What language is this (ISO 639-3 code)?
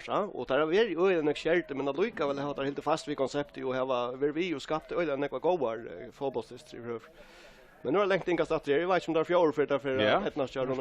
fao